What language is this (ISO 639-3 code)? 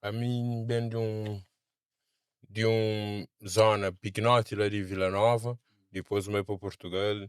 kea